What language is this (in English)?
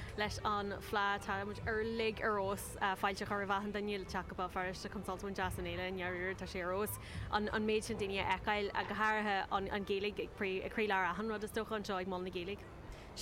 Irish